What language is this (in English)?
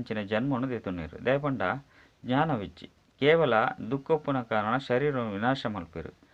Tulu